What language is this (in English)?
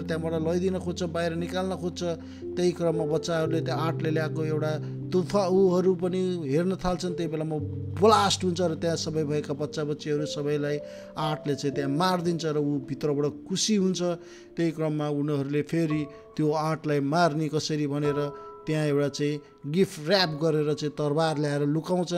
Nepali